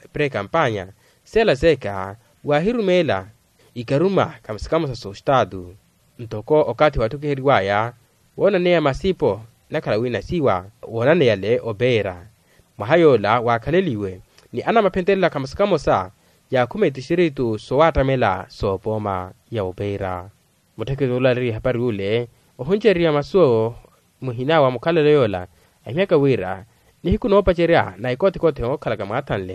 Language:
Makhuwa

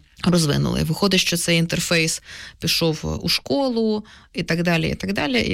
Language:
Ukrainian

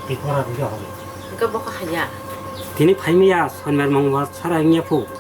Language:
Kok Borok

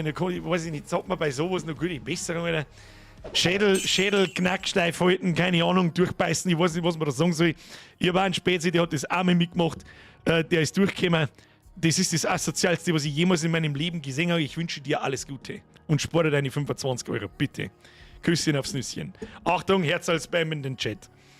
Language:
Bavarian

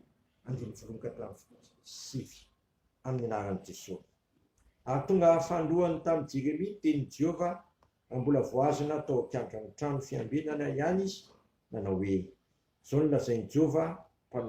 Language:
Malagasy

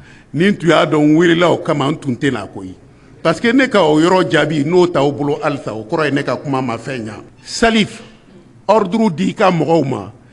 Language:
Bambara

